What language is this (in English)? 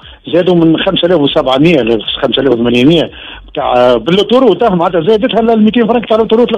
Tunisian Arabic